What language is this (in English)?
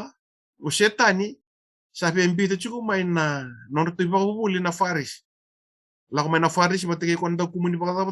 Fijian